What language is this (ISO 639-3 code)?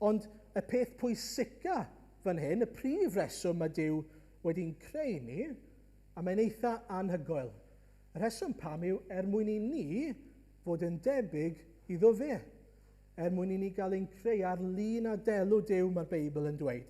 cym